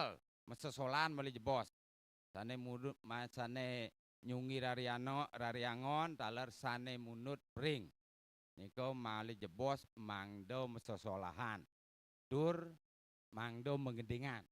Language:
Balinese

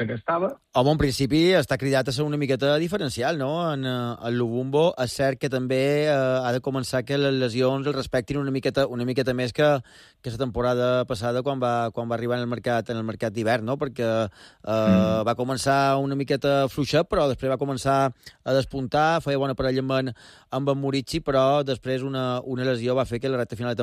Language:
Catalan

